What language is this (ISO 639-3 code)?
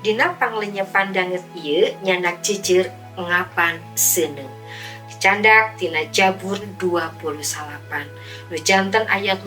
sun